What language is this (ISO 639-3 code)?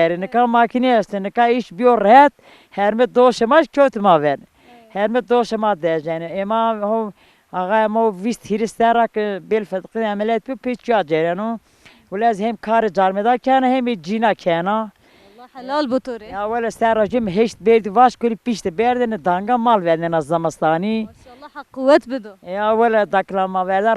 zza